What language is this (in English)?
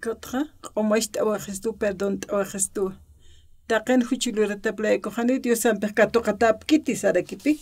Aymara